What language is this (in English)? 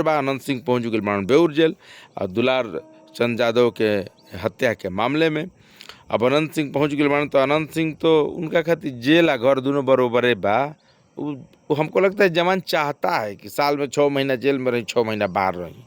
Bhojpuri